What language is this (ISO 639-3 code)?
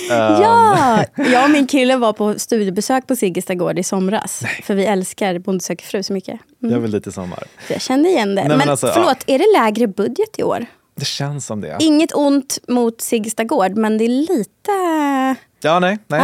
swe